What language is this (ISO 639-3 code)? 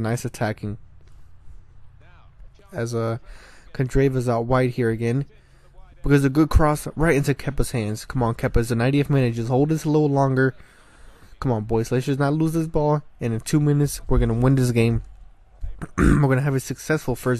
eng